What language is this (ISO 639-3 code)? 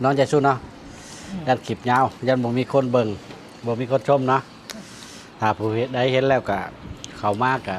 lao